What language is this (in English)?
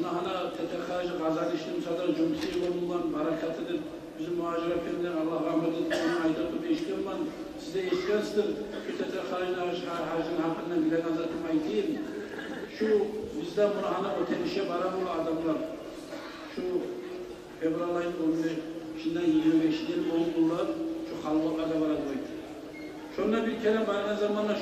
Kumyk